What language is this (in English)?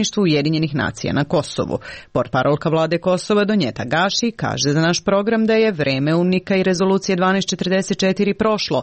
Serbian